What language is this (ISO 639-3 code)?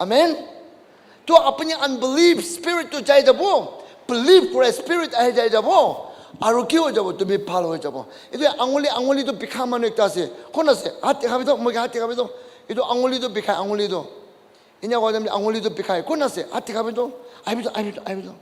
nag